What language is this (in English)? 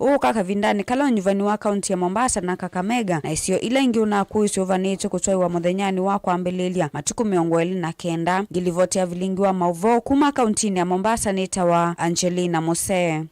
Kamba